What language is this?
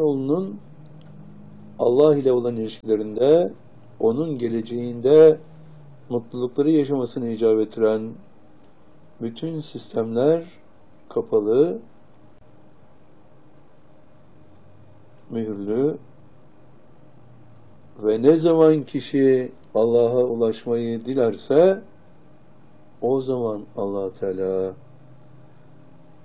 Turkish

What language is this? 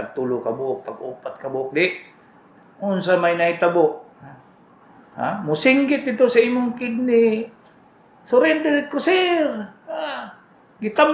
Cebuano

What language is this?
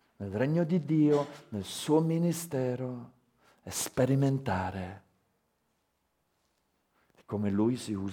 Italian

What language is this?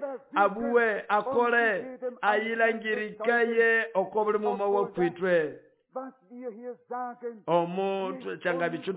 Nande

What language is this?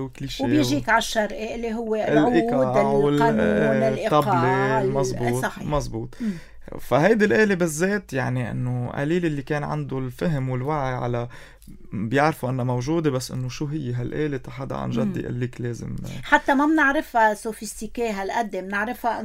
North Levantine Arabic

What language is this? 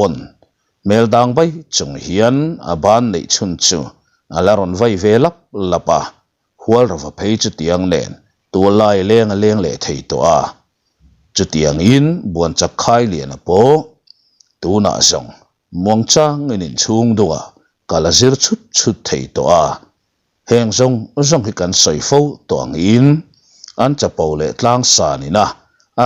Mizo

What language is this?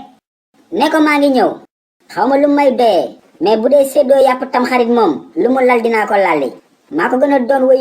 Wolof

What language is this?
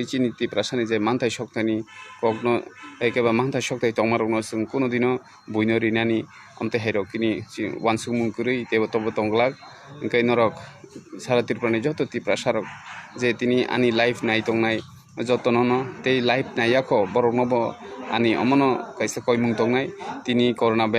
Kok Borok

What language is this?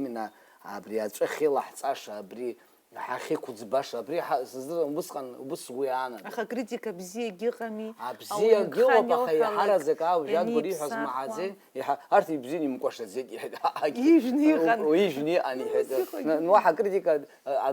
Abkhazian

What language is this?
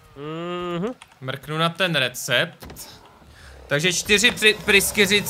Czech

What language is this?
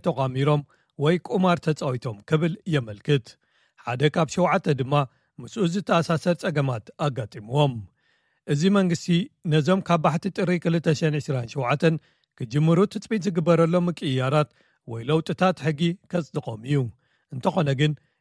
Tigrinya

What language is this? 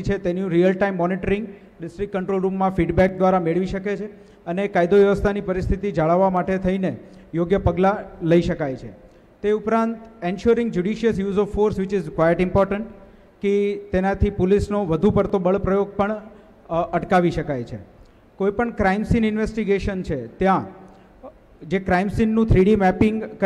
Gujarati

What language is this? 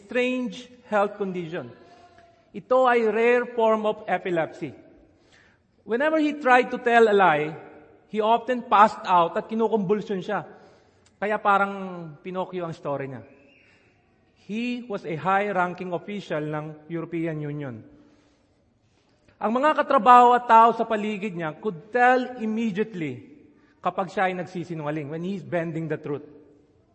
Filipino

